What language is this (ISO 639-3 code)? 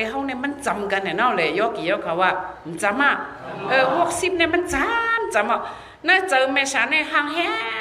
shn